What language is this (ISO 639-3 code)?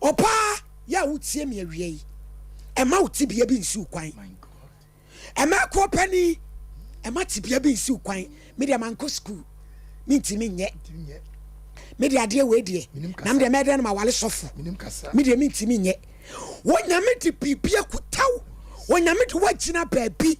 aka